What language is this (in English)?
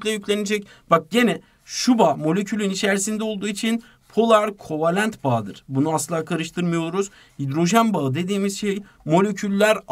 Turkish